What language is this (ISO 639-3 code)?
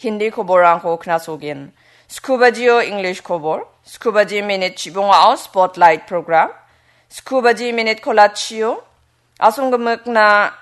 grt